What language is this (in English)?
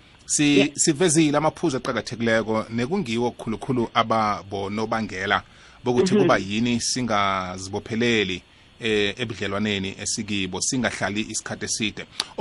South Ndebele